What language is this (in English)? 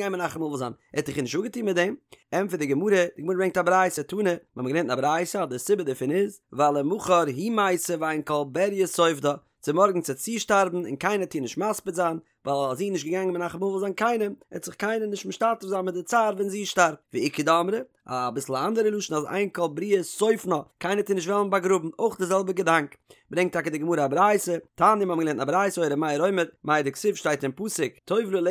Yiddish